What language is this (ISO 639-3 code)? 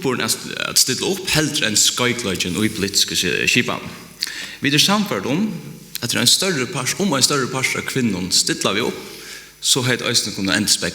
fao